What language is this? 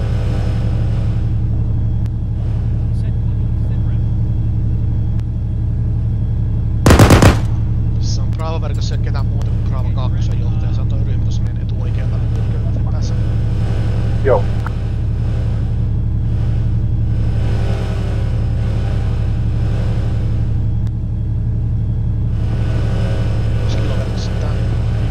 Finnish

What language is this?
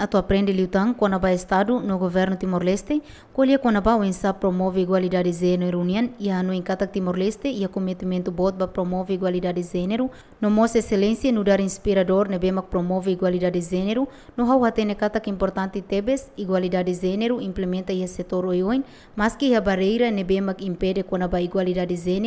Tetum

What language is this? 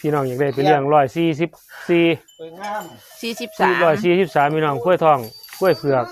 Northeastern Thai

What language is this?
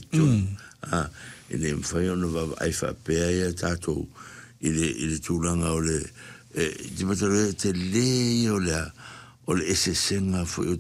Samoan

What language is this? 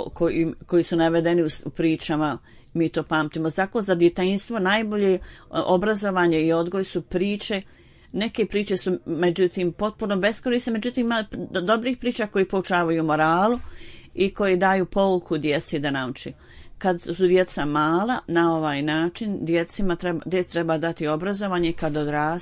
Bosnian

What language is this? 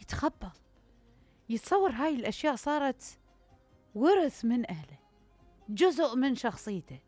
Mesopotamian Arabic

